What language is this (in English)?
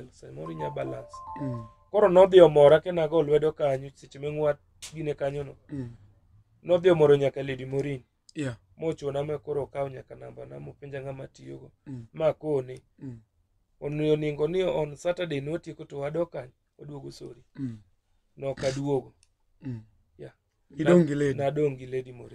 Luo (Kenya and Tanzania)